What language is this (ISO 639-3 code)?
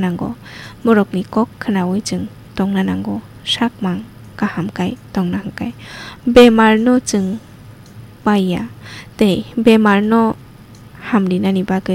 trp